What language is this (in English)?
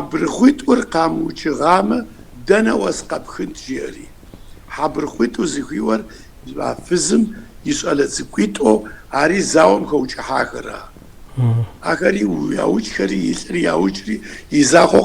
Kabardian